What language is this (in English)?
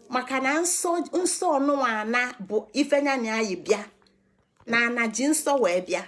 Igbo